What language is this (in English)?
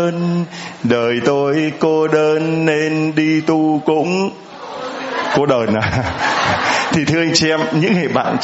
Vietnamese